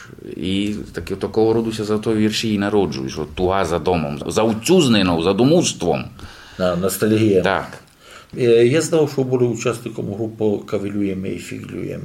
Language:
Rusyn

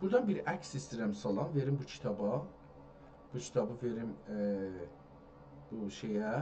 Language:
South Azerbaijani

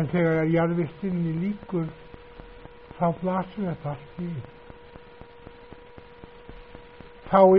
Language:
Icelandic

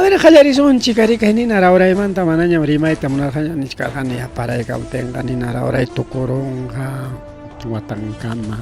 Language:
Ayacucho Quechua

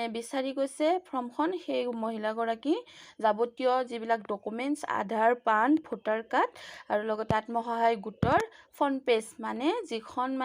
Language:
Assamese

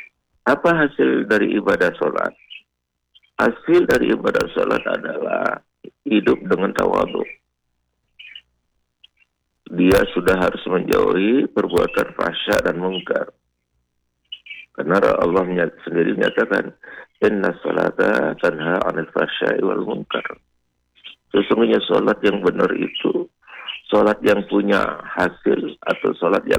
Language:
Indonesian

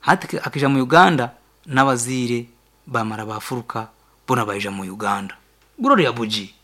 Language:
Nyankole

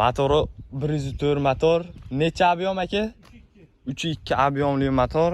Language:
Uzbek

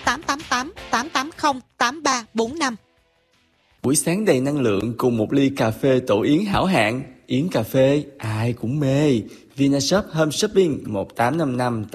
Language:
Vietnamese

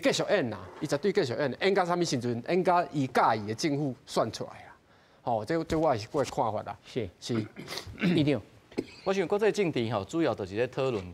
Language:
Min Nan Chinese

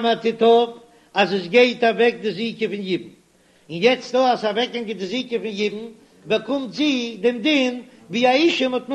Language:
Yiddish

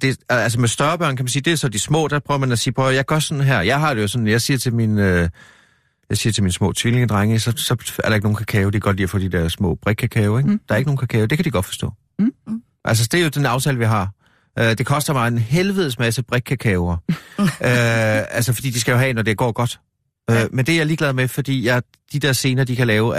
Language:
Danish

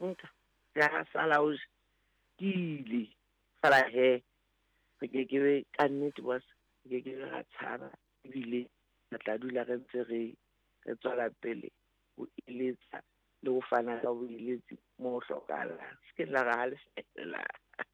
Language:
Southern Sotho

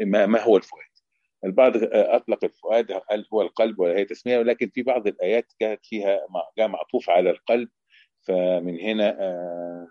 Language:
Egyptian Arabic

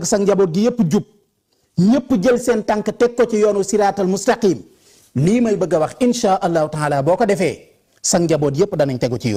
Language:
Wolof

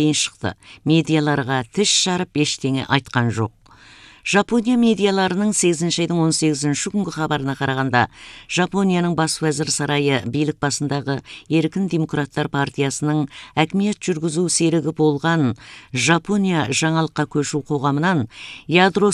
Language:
Kazakh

